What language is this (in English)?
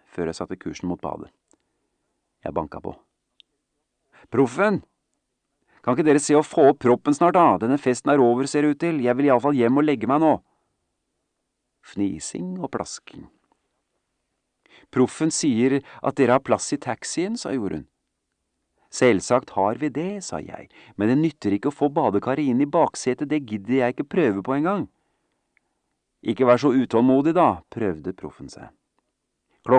Norwegian